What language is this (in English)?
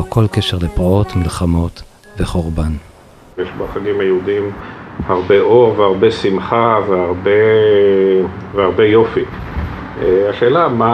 Hebrew